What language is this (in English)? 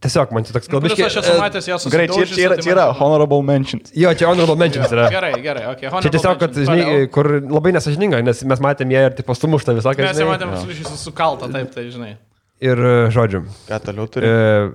Lithuanian